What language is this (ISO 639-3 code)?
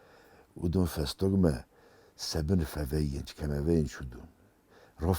oss